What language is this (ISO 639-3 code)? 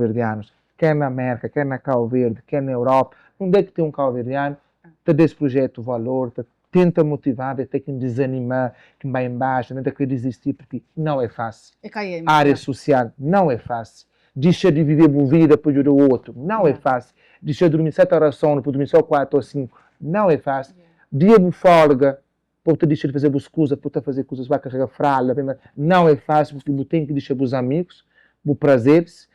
kea